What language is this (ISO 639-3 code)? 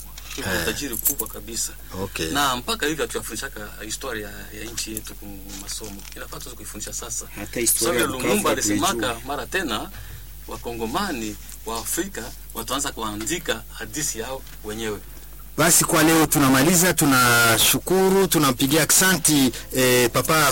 swa